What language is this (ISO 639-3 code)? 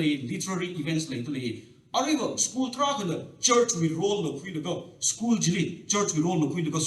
nmf